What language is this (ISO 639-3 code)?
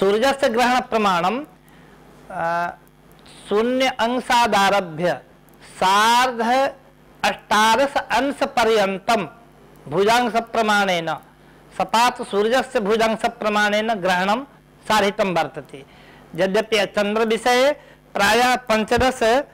san